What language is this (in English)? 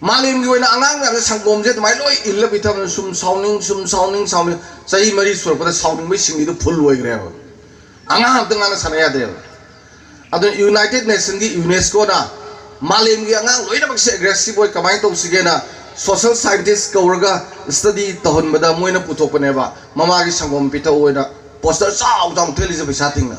Manipuri